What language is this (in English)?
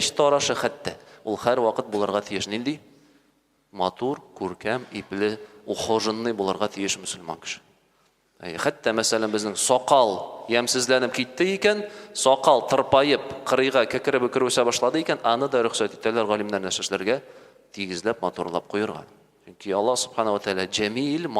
Tatar